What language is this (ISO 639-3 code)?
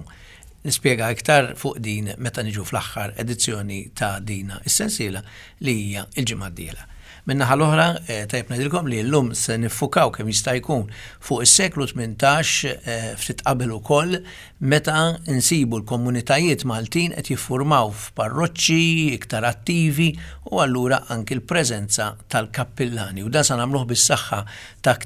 mlt